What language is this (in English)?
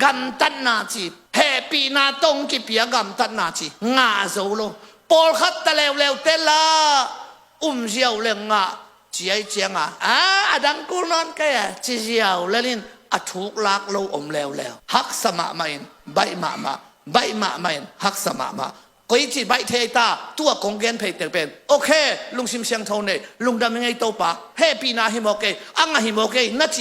Tedim Chin